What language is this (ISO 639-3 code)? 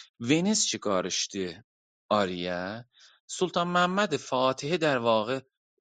azb